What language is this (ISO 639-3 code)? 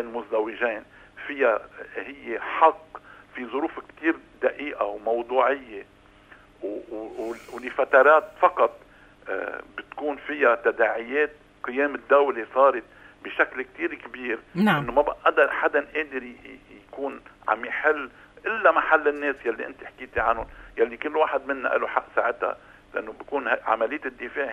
apc